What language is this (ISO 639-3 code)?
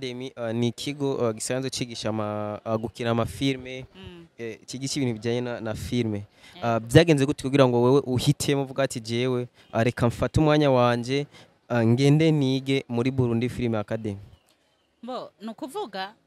run